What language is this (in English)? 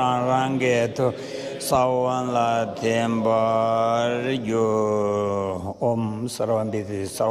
Tibetan